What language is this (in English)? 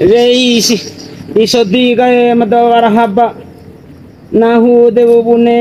Bima